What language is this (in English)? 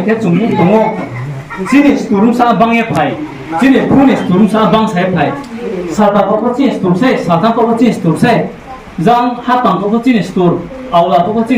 Riang (India)